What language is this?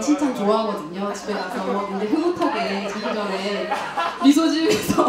Korean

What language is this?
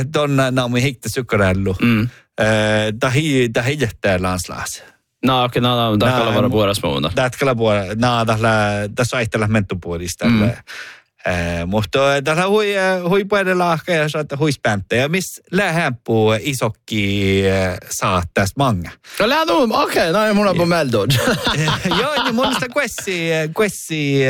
Northern Sami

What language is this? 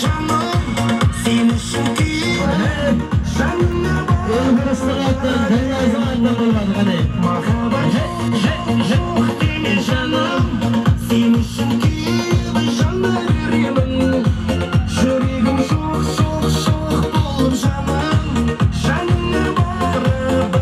Kazakh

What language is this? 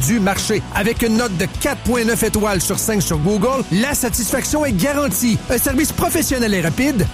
French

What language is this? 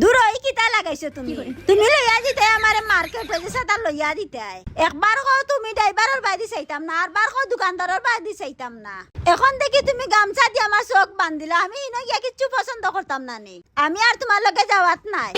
Sylheti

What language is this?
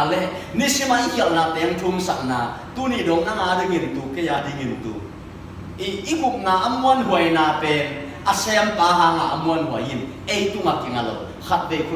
Tedim Chin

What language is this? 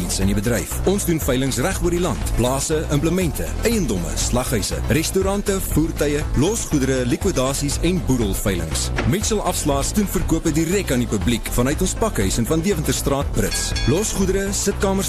Afrikaans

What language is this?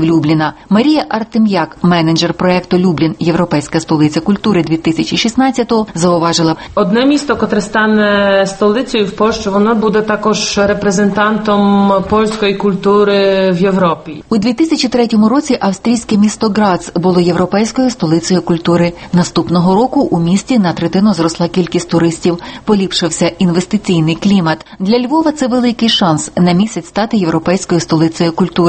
Ukrainian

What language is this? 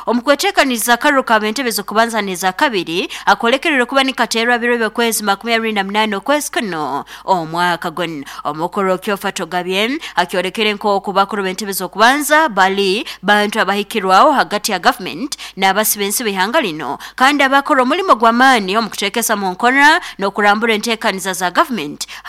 Nyoro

